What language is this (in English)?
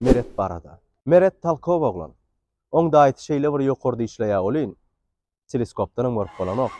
Turkmen